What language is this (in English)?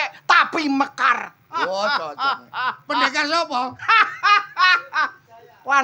Javanese